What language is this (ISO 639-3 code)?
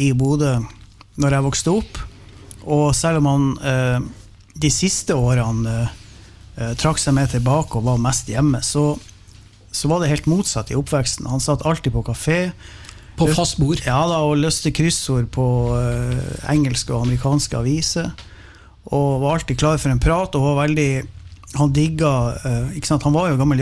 nor